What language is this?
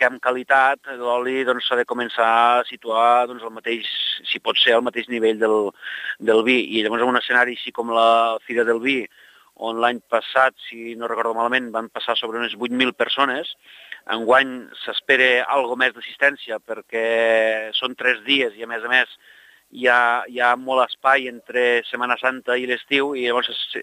Catalan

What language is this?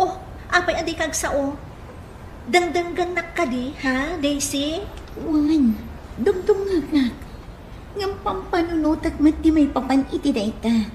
Iloko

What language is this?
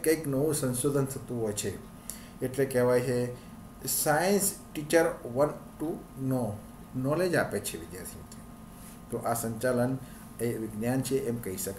Gujarati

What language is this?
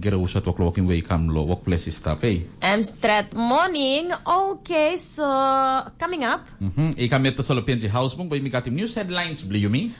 Tok Pisin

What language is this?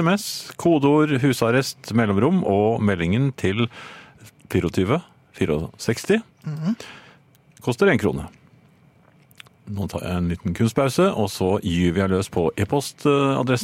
Norwegian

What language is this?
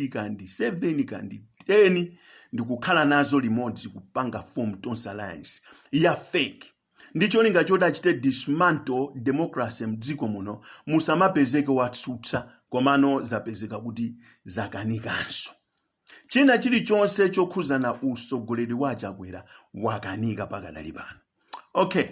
Nyanja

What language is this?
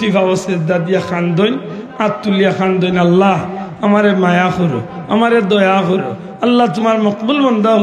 Sylheti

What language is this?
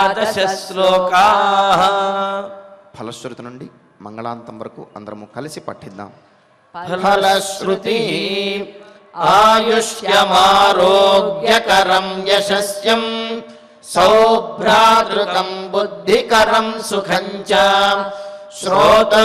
Telugu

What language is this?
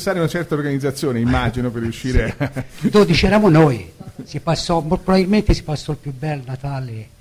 Italian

